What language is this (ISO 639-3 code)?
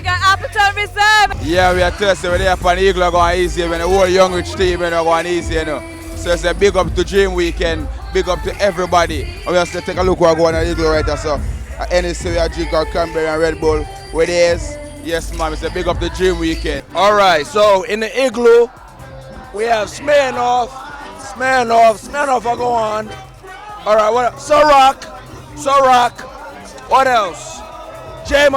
jam